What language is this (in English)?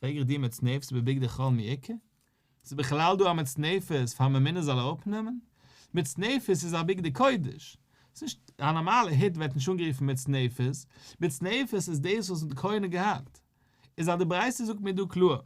Yiddish